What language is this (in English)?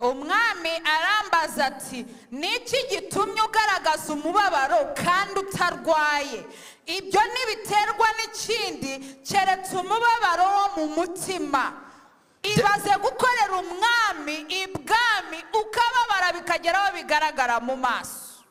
Kinyarwanda